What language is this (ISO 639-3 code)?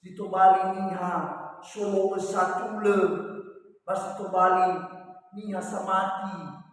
nia